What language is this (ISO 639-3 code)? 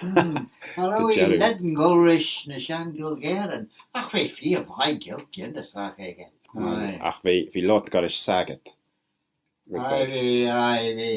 glv